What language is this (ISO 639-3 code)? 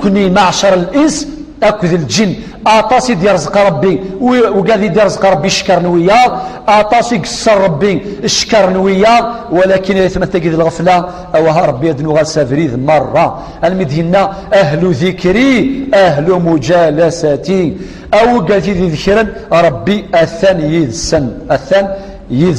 kab